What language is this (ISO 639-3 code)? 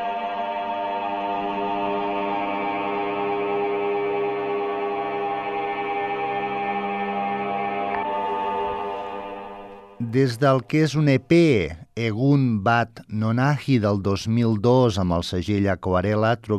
cat